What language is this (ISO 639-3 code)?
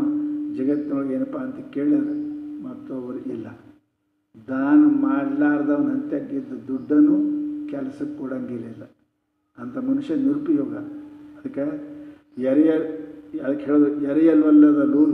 kan